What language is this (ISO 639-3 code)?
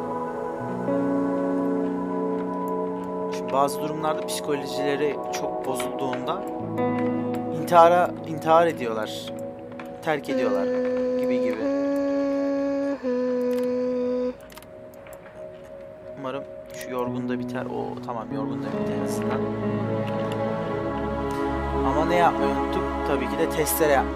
tur